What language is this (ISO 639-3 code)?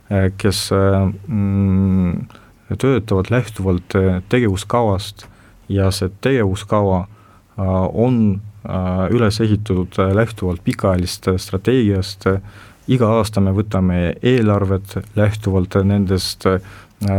est